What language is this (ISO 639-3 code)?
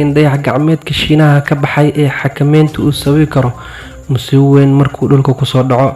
som